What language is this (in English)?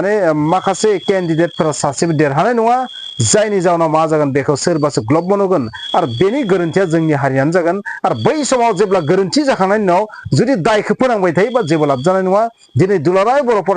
Bodo